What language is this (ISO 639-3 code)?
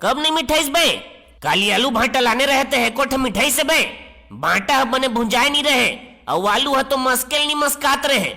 hne